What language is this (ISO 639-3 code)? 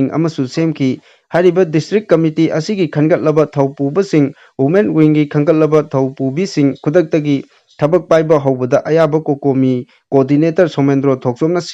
mni